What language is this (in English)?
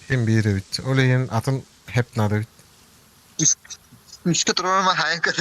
Yakut